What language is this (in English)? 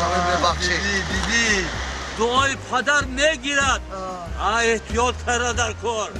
Tajik